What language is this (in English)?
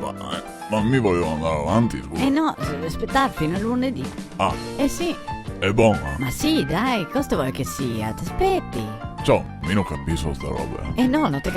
Venetian